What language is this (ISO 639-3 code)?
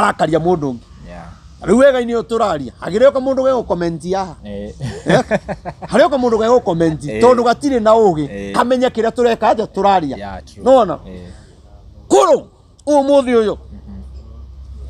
kik